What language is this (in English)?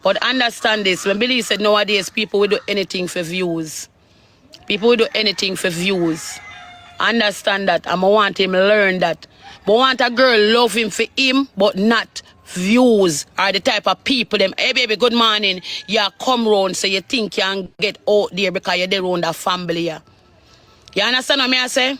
Jamaican Creole English